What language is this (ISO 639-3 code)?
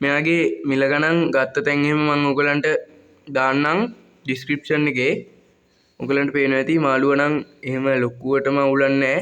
sin